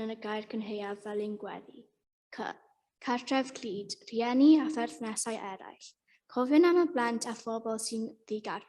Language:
Welsh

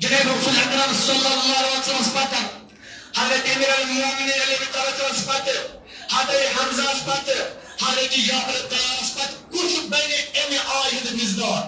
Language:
Kashmiri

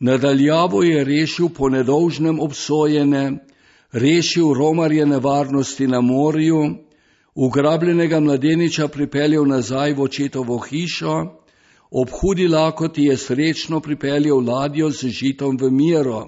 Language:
Slovenian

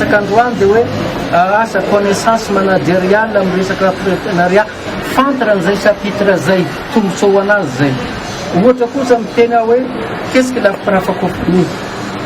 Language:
Malagasy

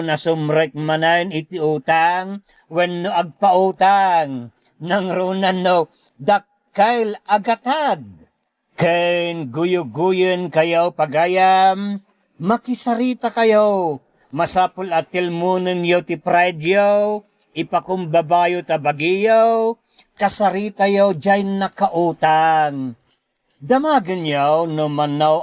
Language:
Iloko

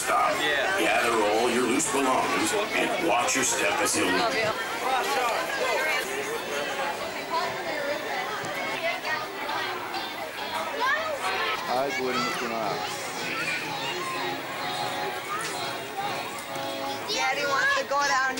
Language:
Norwegian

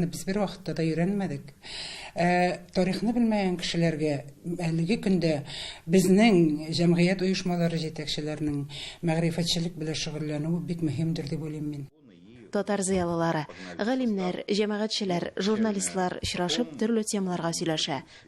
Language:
Tatar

